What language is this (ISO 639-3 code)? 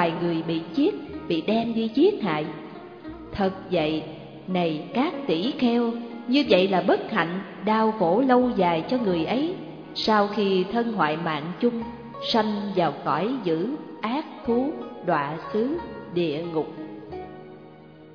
vie